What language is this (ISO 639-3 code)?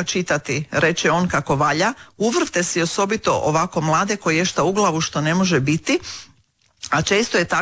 hrv